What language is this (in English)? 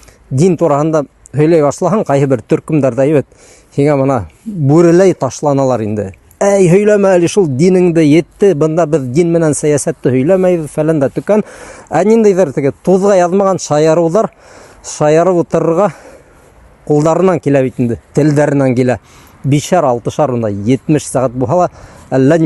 Bashkir